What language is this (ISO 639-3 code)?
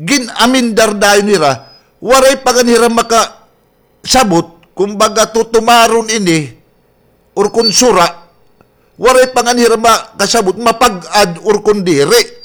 war